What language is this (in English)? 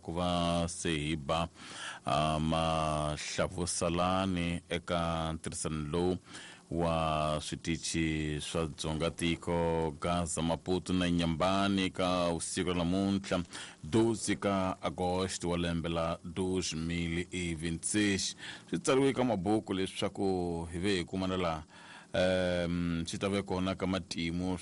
Tsonga